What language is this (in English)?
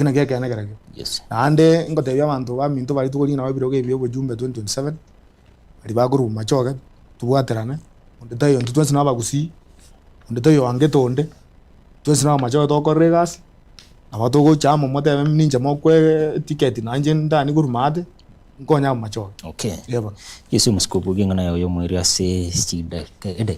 Gusii